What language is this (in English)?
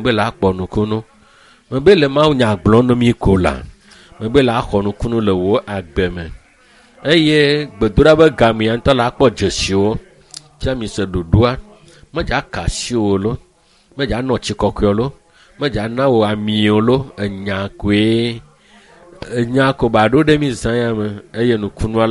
Ewe